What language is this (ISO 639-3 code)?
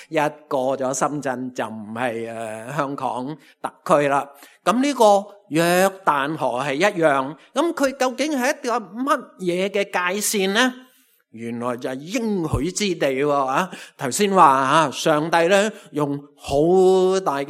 yue